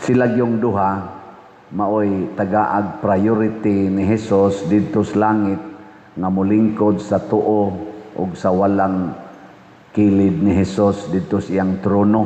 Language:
Cebuano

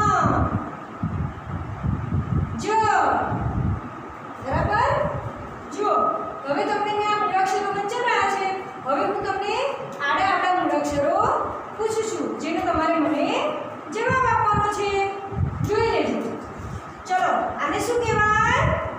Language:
Gujarati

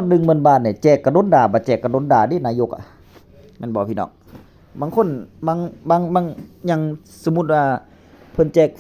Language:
Northeastern Thai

